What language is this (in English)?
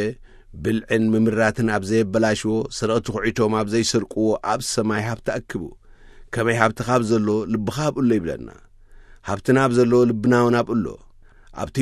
Tigrinya